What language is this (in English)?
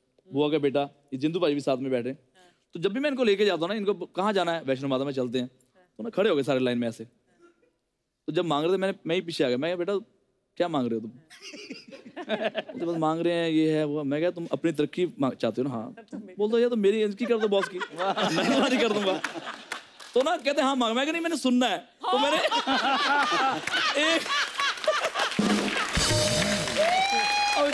Hindi